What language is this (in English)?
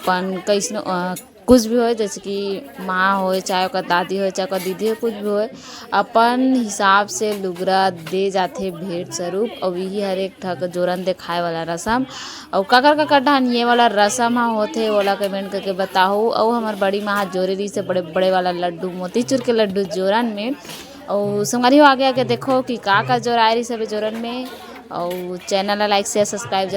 Chhattisgarhi